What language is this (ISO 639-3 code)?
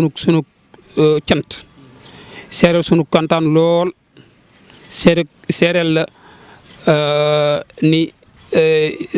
wol